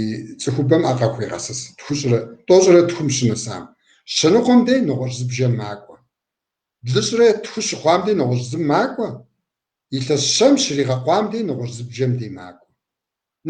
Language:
Kabardian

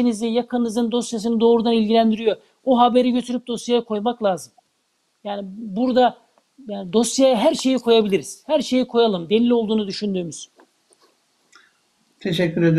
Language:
Turkish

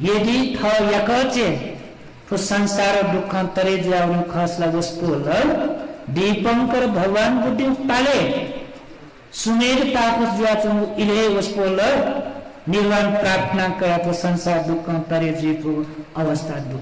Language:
Newari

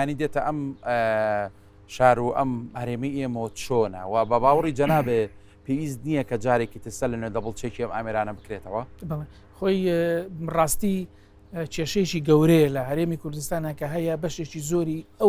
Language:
Central Kurdish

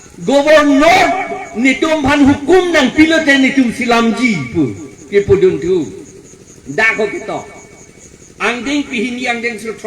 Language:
Karbi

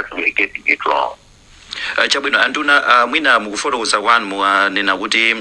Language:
Nyanja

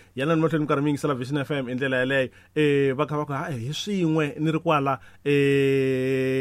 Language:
Tsonga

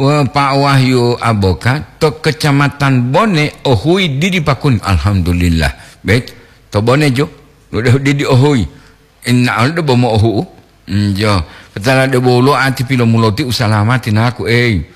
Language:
Gorontalo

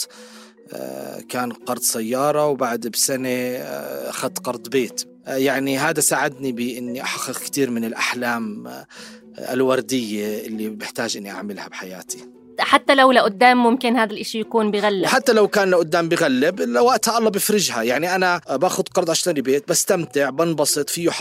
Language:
North Levantine Arabic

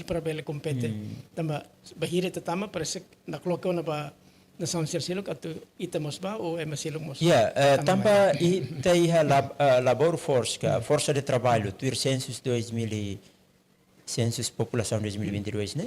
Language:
Tetum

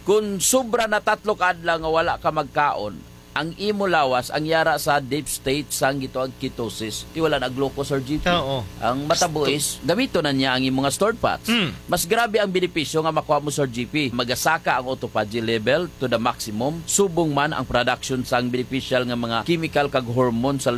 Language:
Hiligaynon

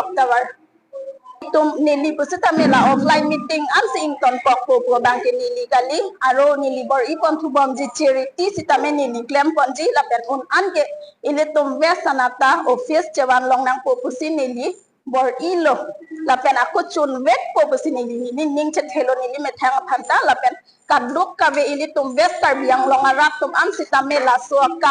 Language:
Karbi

